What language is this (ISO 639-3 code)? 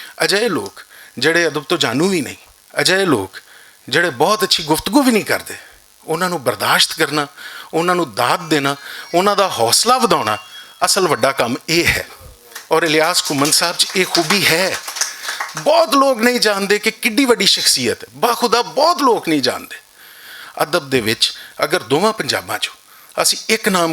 lah